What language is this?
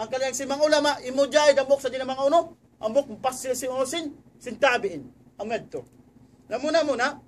Tausug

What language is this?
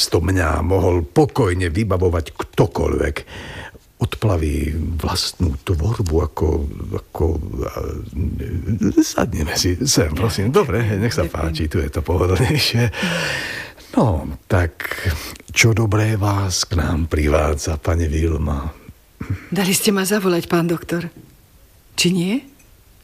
Slovak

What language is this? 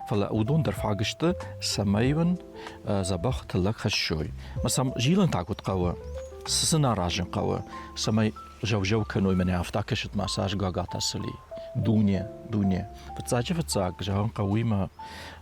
Ossetic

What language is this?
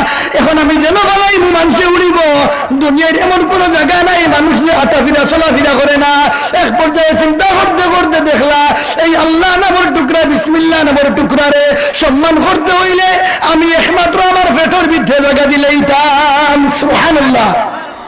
Sylheti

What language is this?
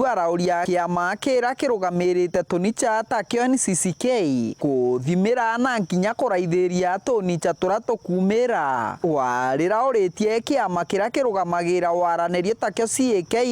Meru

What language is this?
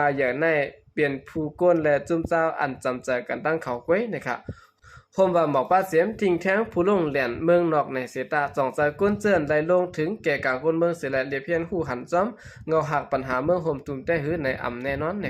Shan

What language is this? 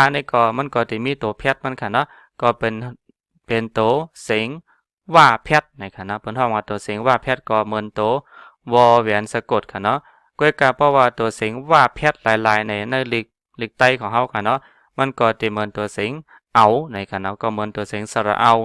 Shan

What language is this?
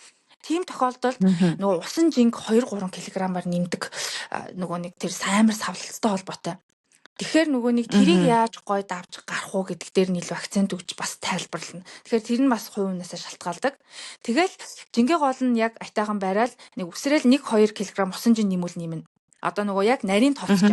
Mongolian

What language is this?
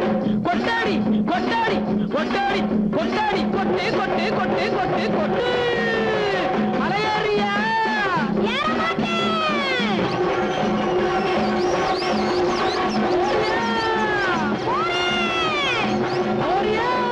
Tamil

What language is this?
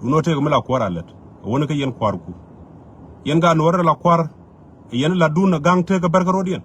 Nuer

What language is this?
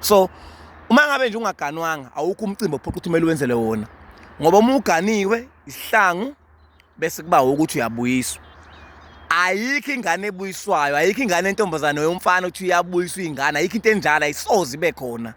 Zulu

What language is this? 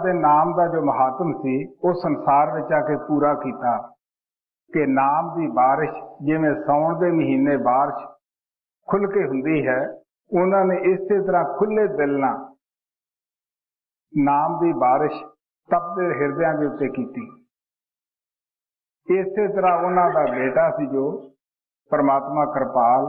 Punjabi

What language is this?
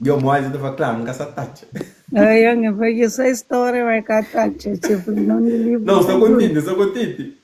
Kabuverdianu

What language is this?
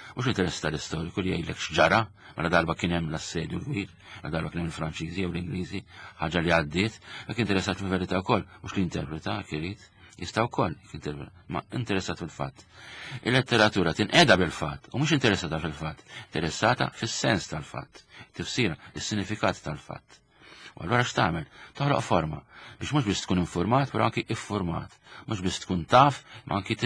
Maltese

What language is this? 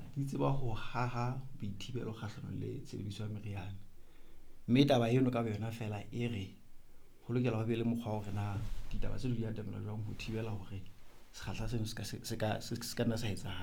Southern Sotho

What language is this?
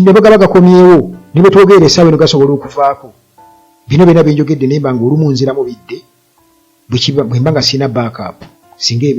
Ganda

